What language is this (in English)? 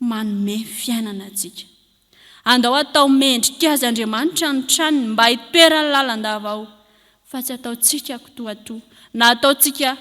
Malagasy